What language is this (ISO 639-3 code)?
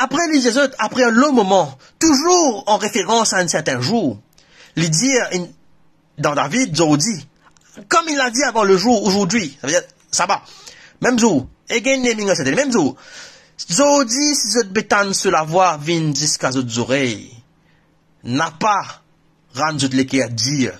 mfe